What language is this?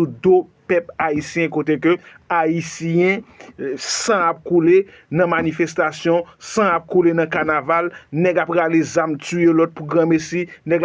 Haitian Creole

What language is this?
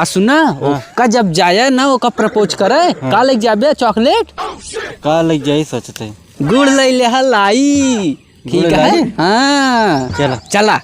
Awadhi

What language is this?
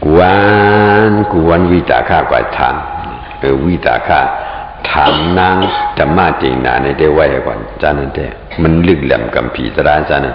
Shan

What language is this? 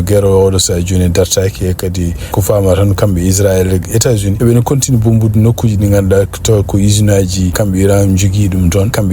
Fula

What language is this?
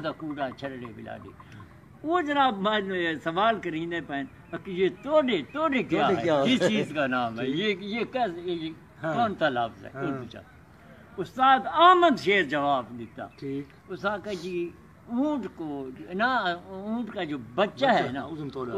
Saraiki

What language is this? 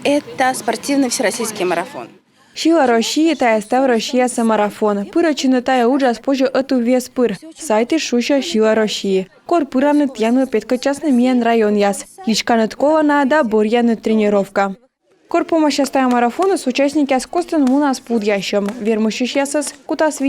Komi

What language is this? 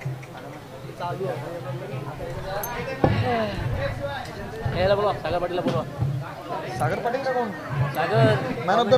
Marathi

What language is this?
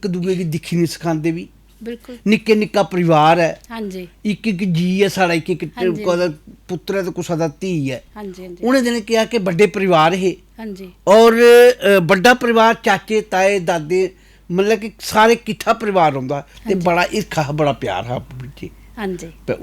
Dogri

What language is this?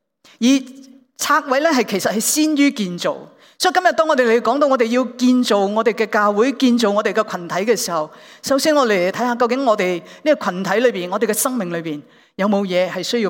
Cantonese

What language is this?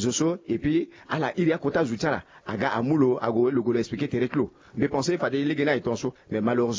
Sango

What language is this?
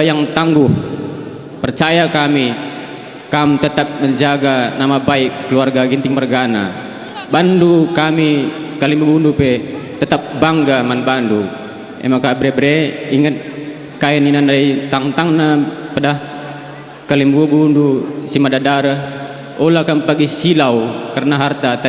Batak Karo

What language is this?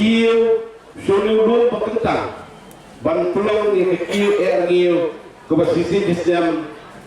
Khasi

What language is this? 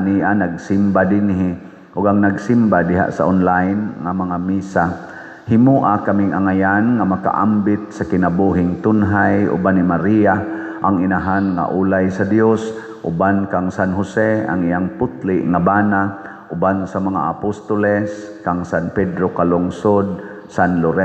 Cebuano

